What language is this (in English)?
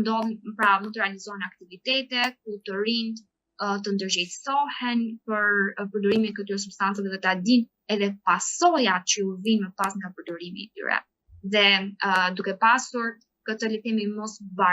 Albanian